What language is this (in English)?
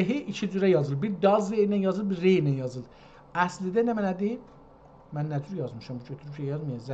South Azerbaijani